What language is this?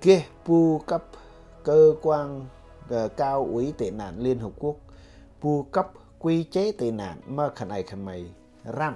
Central Mnong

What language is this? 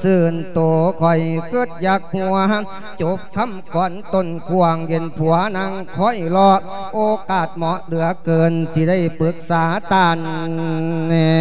Lao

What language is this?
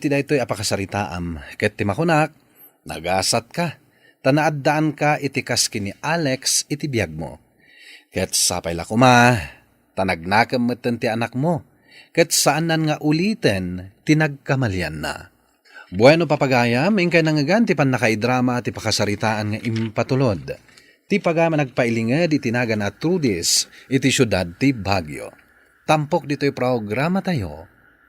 Iloko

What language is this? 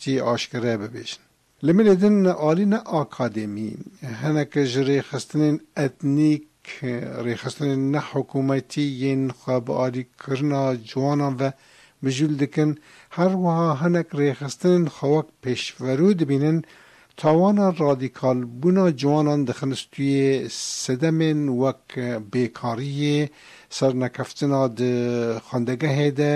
Kurdish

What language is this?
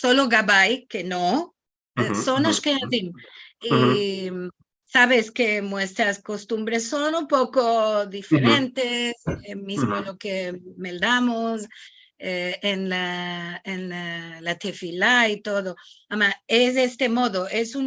Ladino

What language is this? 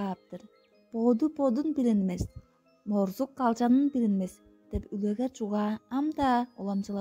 Tuvinian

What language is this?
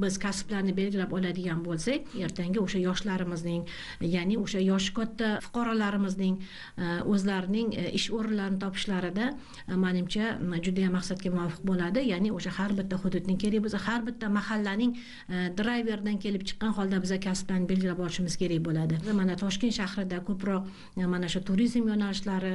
Uzbek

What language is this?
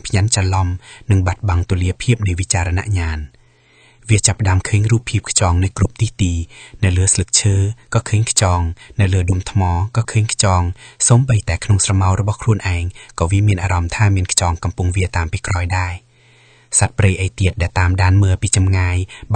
Khmer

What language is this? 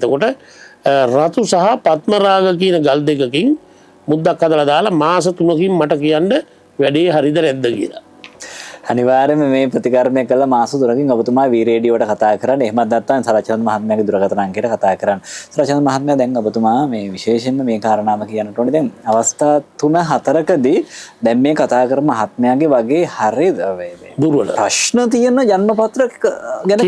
Sinhala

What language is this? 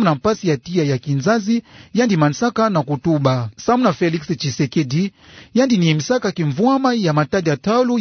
Kituba (Democratic Republic of Congo)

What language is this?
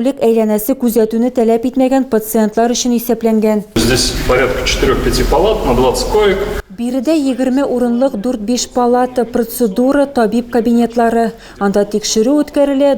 Tatar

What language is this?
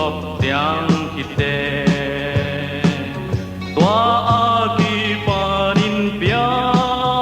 Tedim Chin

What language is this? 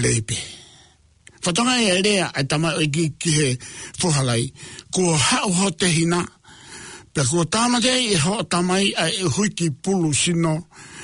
Tongan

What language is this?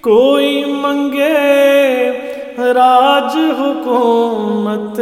Saraiki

